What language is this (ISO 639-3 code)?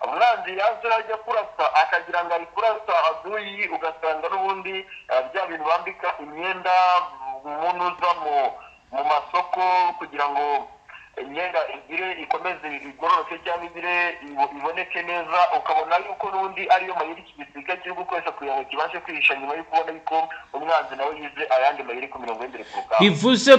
kin